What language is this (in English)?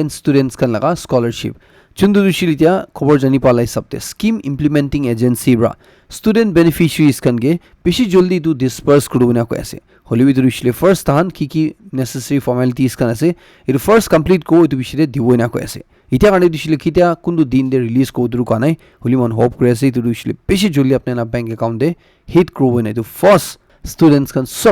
Naga Pidgin